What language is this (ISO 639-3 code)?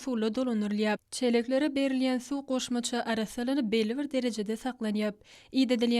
tuk